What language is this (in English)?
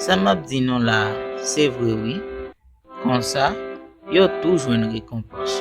Haitian Creole